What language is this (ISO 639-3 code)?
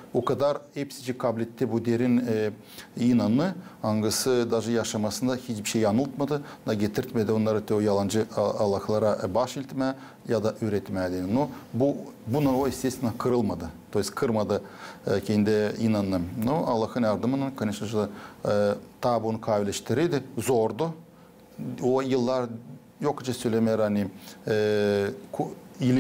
gag